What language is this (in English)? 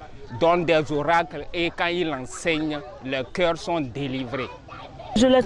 French